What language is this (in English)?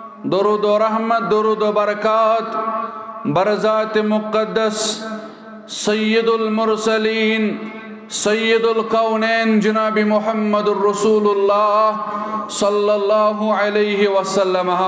Kashmiri